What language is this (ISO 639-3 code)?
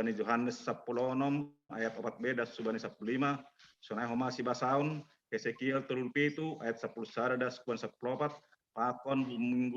bts